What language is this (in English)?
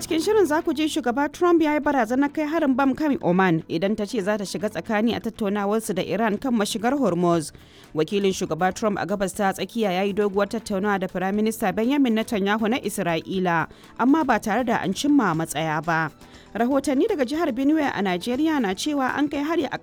Hausa